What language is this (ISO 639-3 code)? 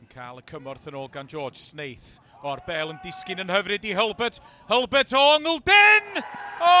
cym